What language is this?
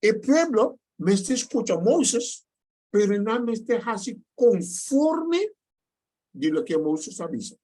Papiamento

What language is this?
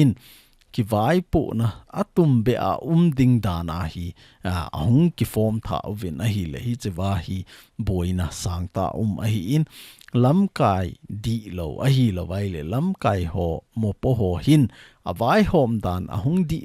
Thado Chin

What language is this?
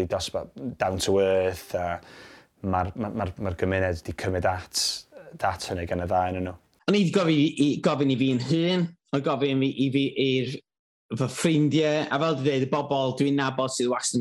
Welsh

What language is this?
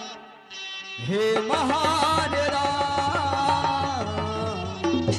Chhattisgarhi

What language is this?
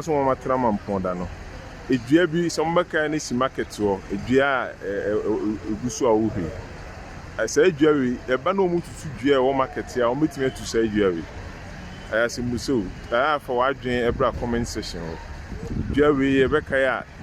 Akan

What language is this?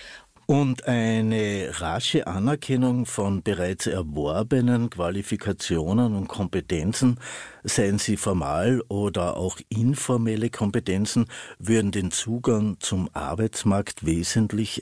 German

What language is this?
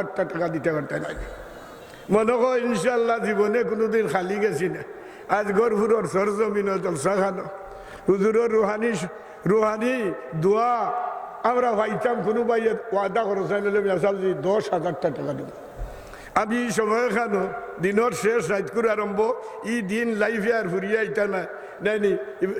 Sylheti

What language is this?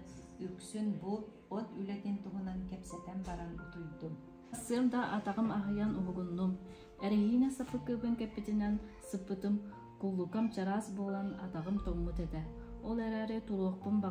Yakut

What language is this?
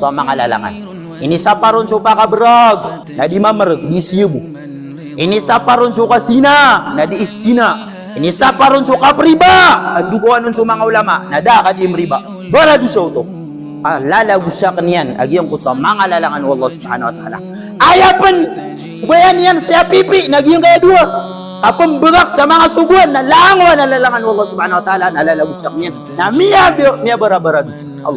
Maranao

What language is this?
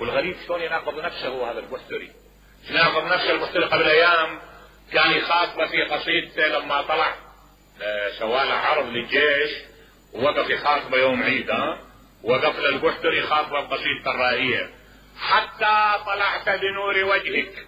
Mesopotamian Arabic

